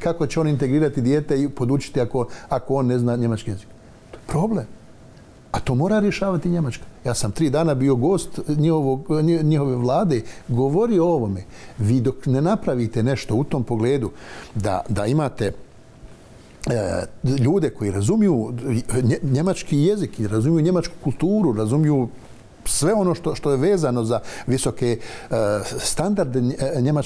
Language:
Croatian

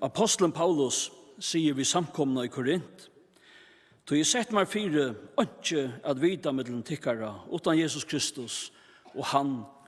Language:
Faroese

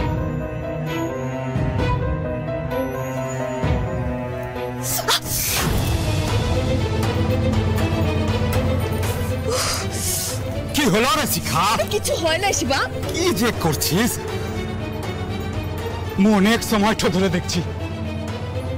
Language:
Bangla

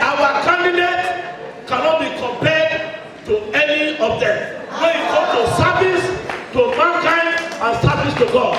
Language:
Nigerian Pidgin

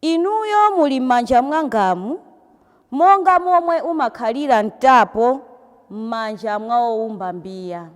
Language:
Nyanja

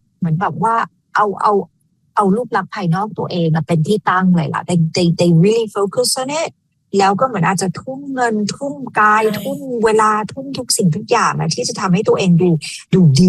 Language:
Thai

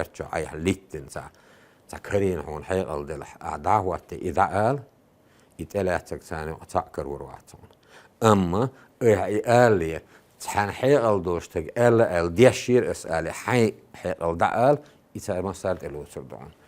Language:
Chechen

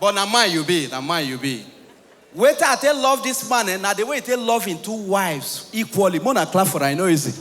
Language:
Nigerian Pidgin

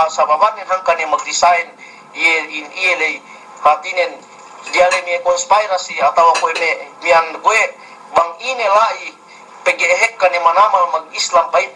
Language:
Yakan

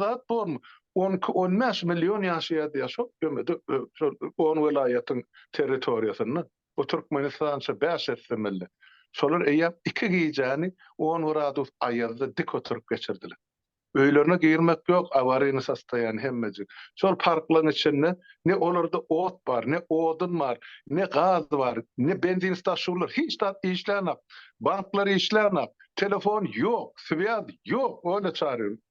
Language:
Turkmen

